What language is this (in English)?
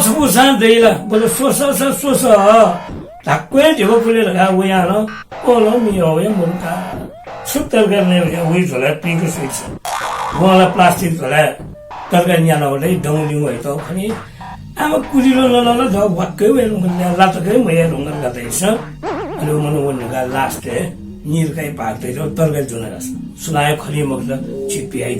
Newari